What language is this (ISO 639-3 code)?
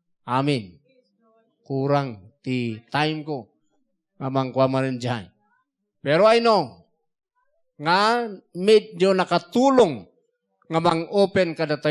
ilo